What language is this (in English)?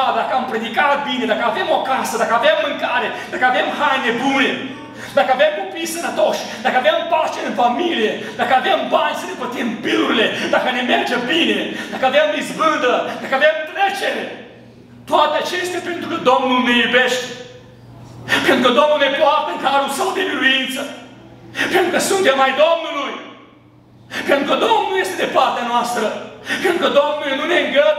Romanian